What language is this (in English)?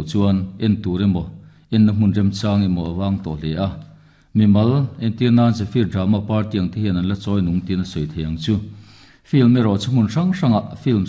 Mizo